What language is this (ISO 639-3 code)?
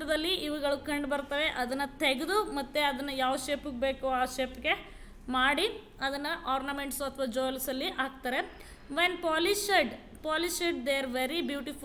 kan